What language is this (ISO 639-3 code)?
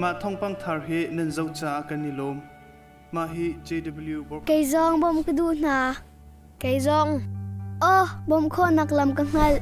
cnh